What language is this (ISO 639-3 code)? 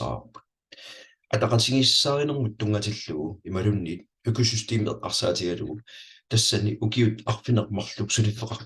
kal